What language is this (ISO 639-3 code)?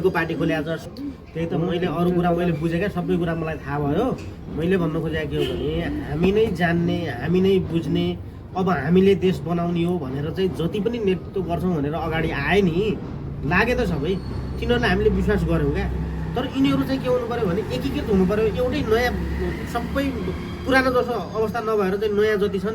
nep